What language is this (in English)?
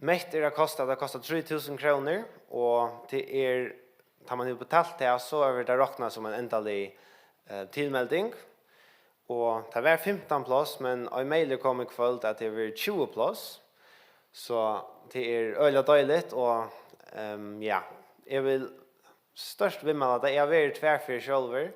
Faroese